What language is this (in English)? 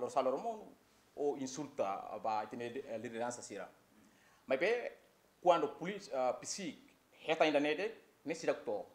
Tetum